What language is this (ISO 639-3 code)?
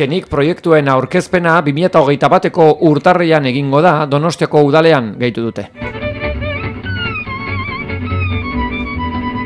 eus